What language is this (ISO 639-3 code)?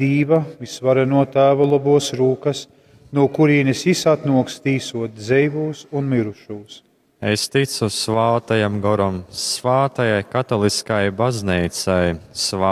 ltg